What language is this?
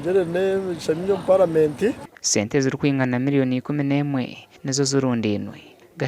Nyankole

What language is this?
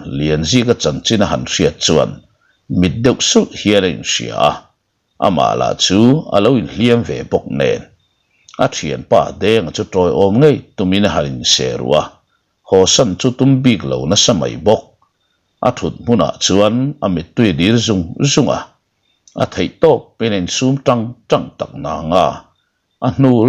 Mizo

